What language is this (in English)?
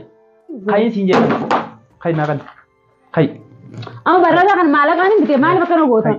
Oromo